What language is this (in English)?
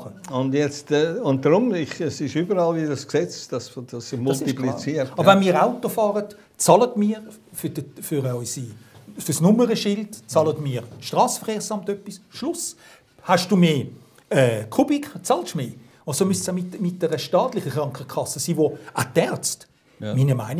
Swiss German